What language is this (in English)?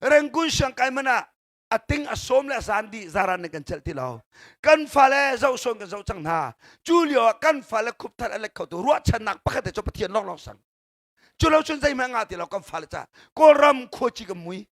Hakha Chin